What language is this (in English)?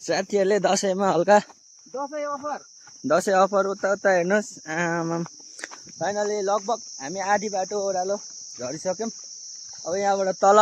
Nepali